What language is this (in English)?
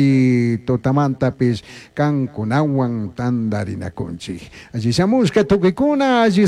Chimborazo Highland Quichua